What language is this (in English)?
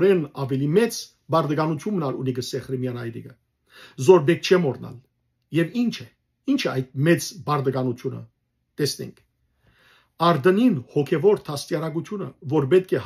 Western Armenian